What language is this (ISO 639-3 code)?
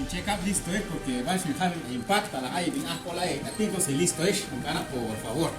cac